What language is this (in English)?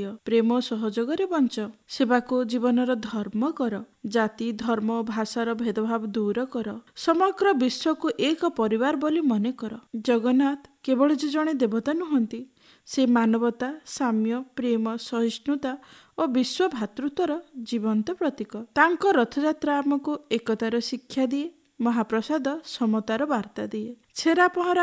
Odia